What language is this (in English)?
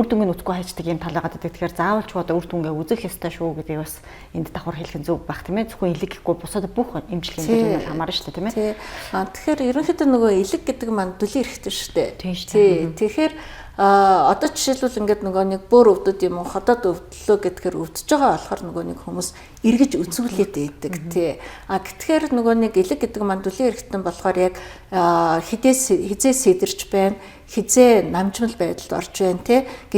Mongolian